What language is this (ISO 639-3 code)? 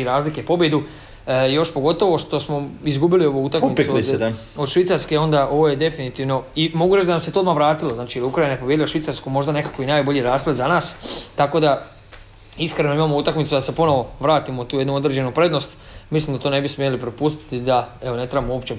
hrv